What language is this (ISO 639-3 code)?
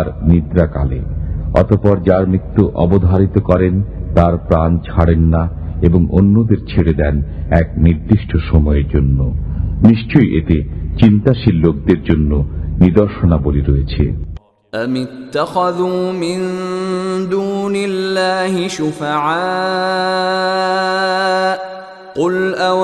ben